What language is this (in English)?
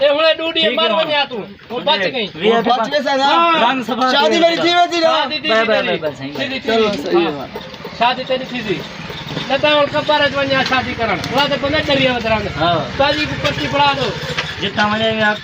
Saraiki